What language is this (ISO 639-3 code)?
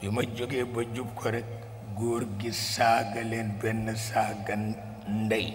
wol